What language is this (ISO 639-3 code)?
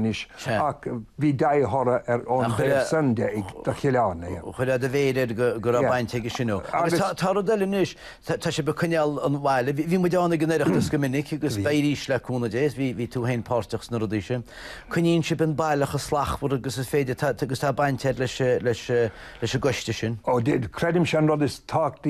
gle